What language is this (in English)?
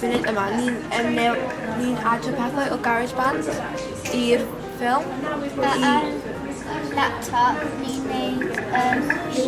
Welsh